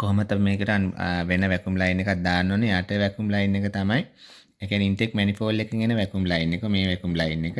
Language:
Sinhala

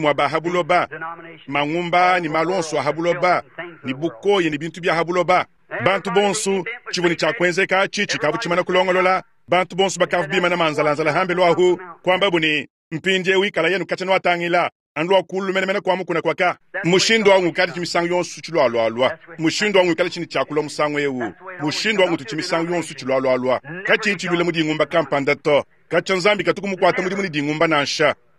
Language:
Luba-Lulua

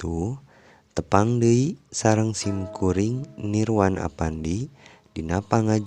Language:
Sundanese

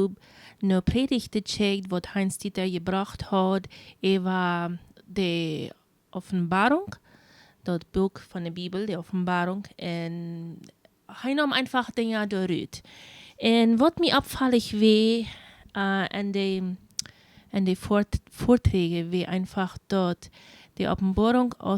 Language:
Plautdietsch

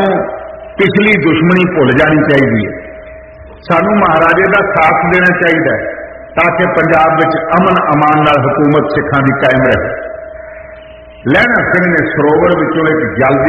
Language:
Punjabi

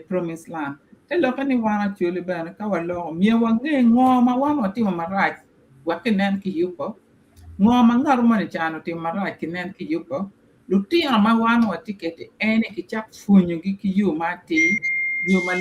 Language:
Acoli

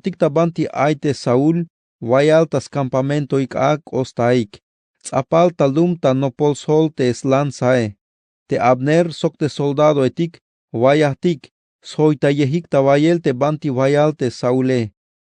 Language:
Tzeltal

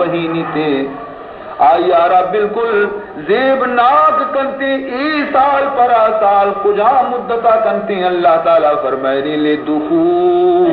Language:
Baluchi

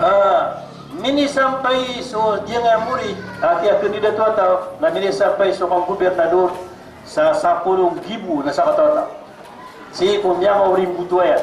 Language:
Maranao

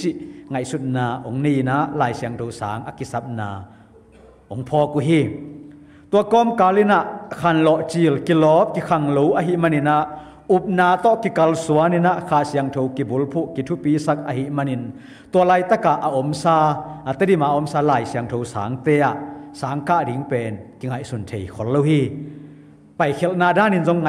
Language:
Tedim Chin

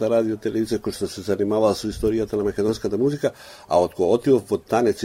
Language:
Macedonian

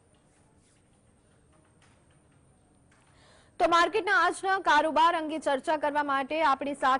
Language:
Gujarati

